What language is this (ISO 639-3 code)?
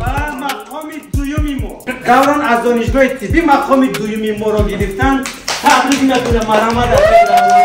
tgk